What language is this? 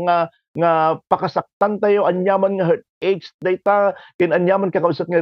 Iloko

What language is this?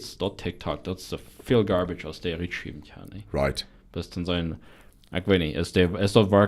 Plautdietsch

